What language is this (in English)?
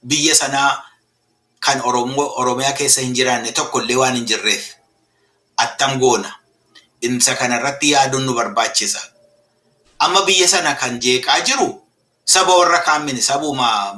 Oromo